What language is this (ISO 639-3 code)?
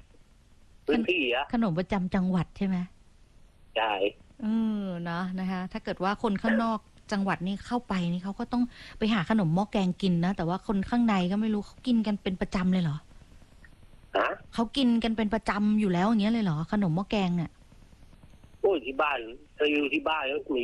tha